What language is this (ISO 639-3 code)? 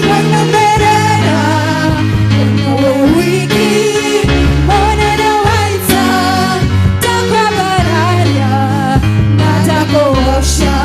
kik